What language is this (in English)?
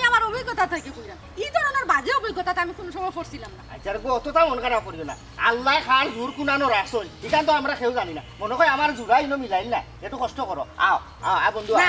Sylheti